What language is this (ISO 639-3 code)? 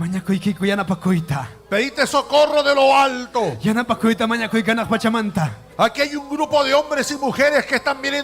quy